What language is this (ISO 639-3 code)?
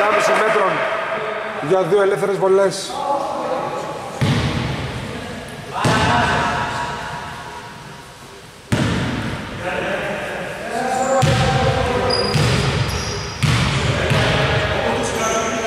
ell